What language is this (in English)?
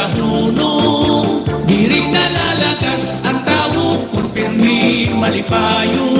Waray